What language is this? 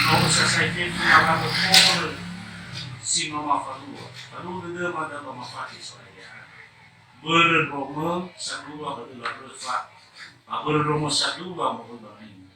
Nias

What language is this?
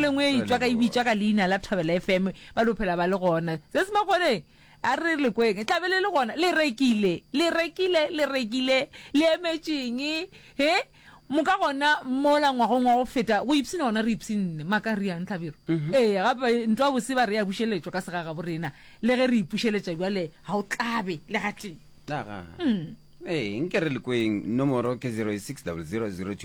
Northern Sotho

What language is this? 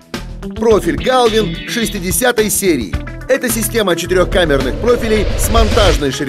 Russian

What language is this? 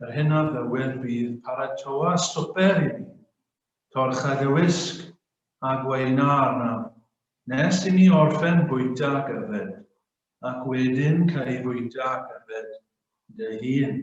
Welsh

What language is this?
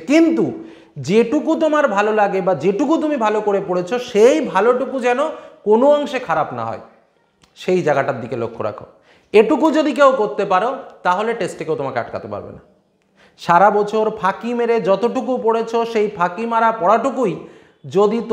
Bangla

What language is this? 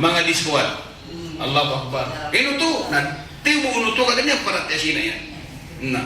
Maranao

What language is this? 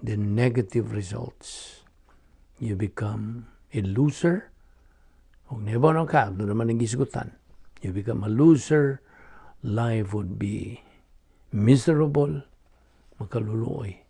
Cebuano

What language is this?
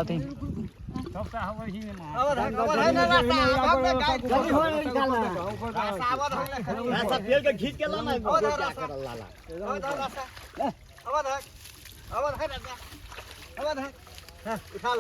Maithili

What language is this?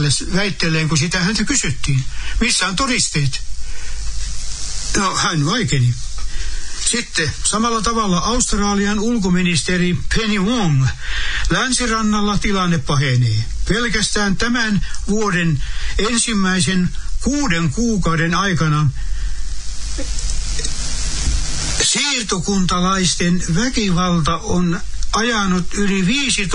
Finnish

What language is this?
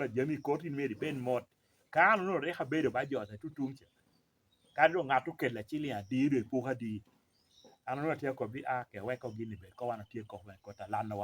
Lango (Uganda)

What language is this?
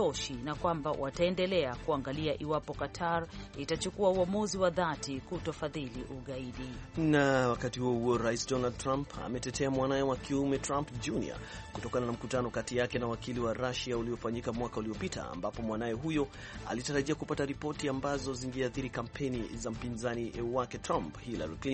Swahili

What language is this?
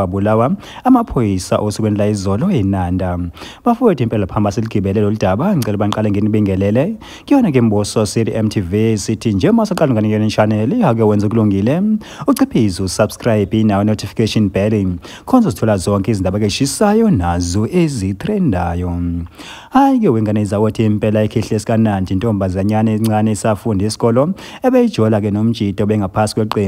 Zulu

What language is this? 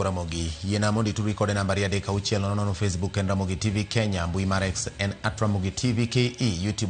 Luo (Kenya and Tanzania)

